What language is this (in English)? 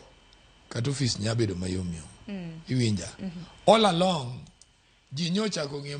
Luo (Kenya and Tanzania)